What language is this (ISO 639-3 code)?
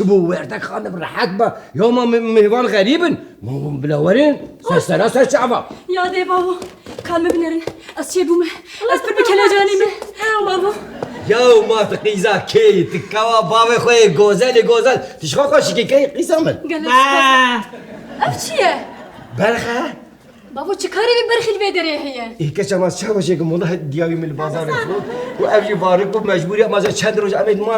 kur